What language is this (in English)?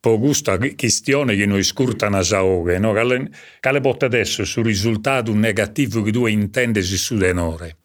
Sardinian